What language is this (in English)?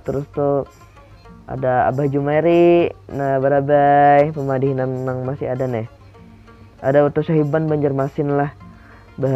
Banjar